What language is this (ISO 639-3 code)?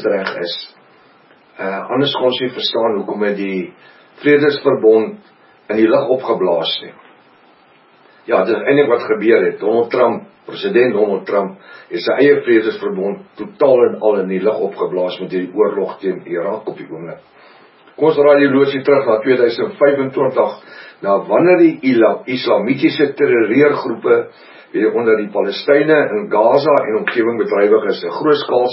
afr